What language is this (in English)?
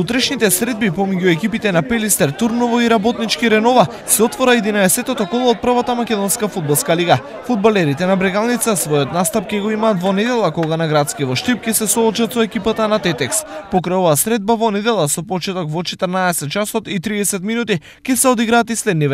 Macedonian